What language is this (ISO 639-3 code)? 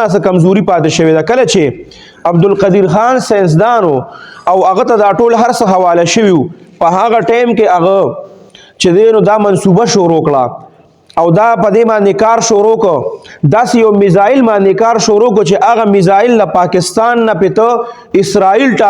pus